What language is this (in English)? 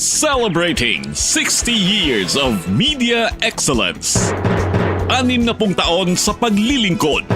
Waray